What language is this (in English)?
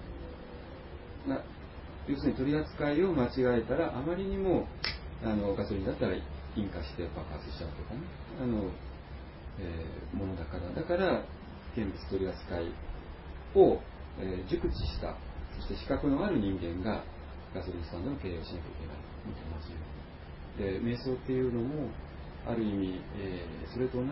Japanese